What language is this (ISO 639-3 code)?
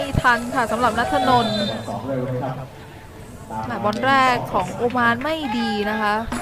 tha